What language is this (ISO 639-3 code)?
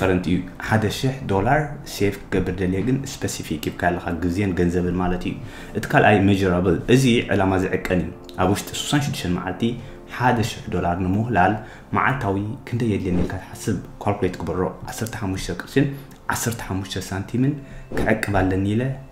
tir